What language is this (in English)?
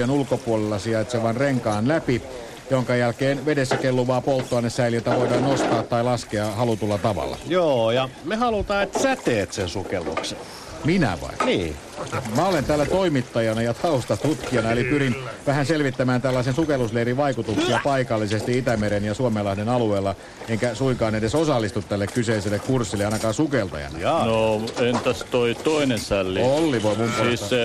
Finnish